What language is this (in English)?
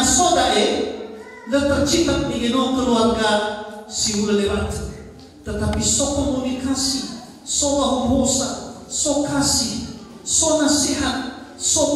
Nias